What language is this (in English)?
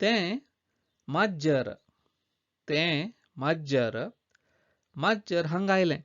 Konkani